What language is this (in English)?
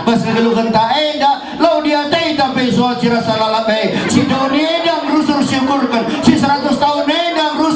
Batak Karo